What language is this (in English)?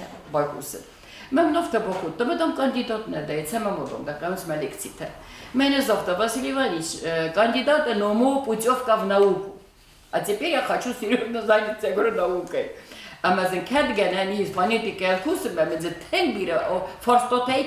Ossetic